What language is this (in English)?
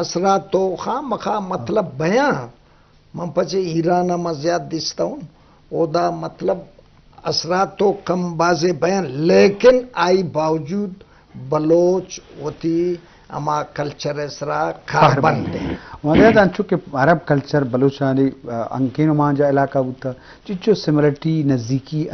Eastern Balochi